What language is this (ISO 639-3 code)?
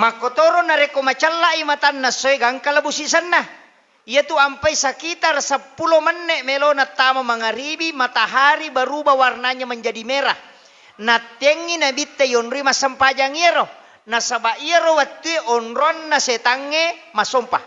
bug